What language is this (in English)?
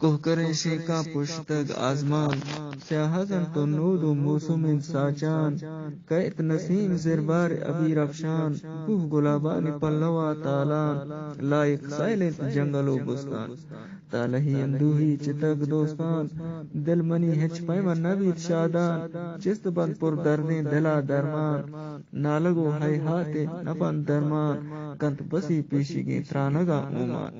Eastern Balochi